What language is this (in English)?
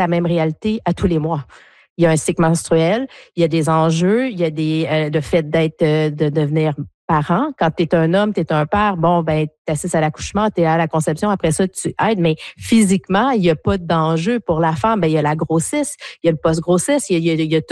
French